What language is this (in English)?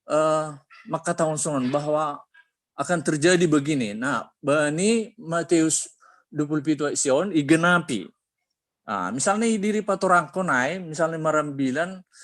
Batak Simalungun